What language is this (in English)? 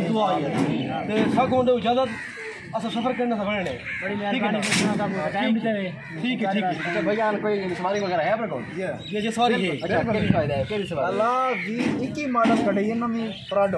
Saraiki